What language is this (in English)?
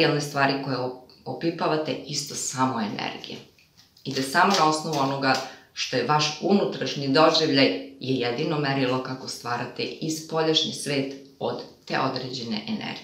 Serbian